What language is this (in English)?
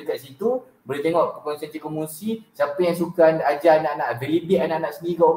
Malay